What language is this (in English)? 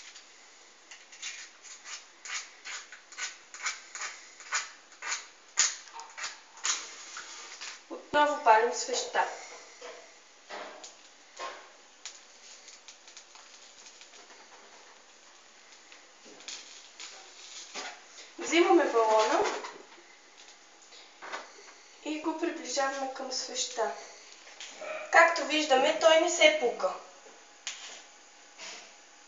Bulgarian